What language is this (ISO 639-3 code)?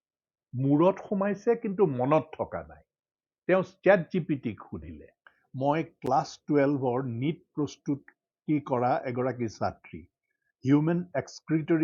asm